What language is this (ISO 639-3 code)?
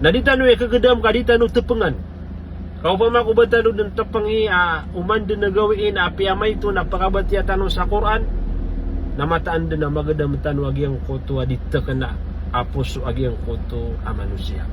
mrw